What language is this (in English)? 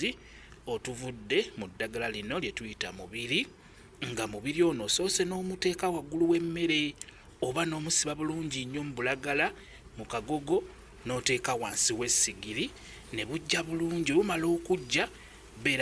Ganda